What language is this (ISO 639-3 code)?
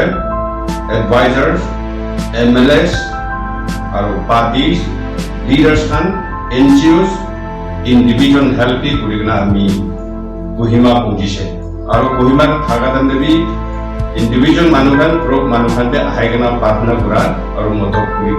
nag